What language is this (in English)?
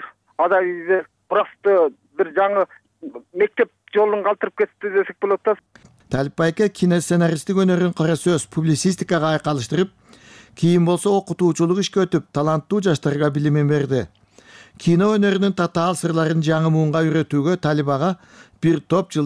Kyrgyz